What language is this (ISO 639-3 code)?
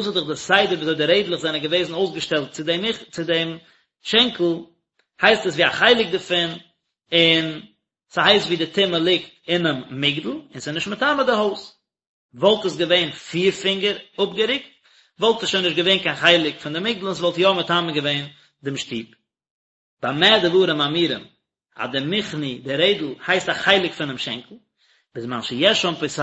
yid